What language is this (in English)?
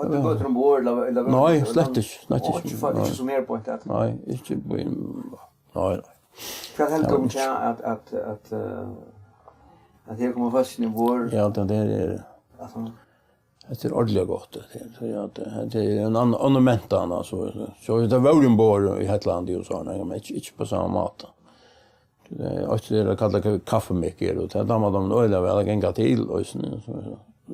Faroese